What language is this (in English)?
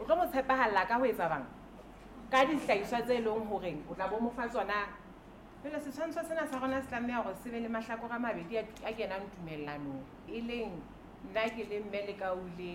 Southern Sotho